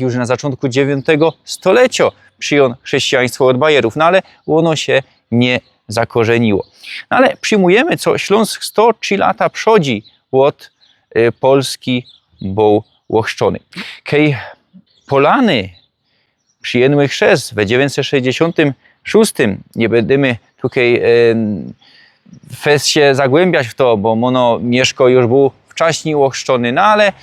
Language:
Silesian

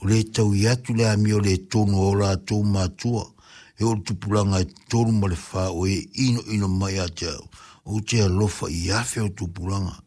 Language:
Samoan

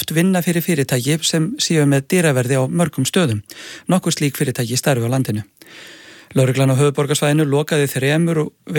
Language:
Icelandic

